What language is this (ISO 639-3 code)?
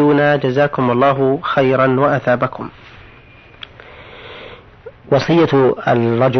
ara